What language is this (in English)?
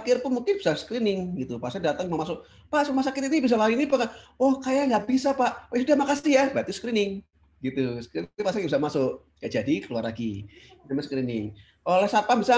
Indonesian